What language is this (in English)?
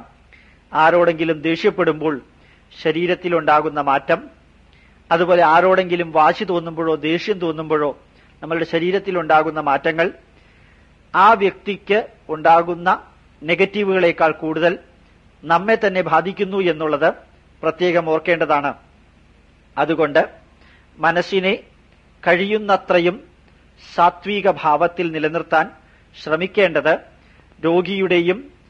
Malayalam